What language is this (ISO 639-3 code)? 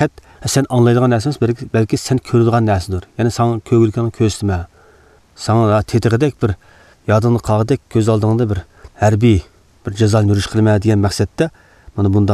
uig